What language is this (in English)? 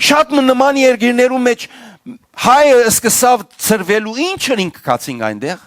Western Armenian